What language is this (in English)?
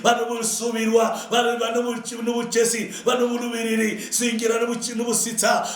Luyia